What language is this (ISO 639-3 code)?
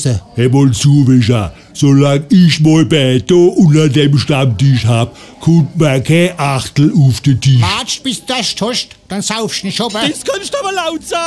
pfl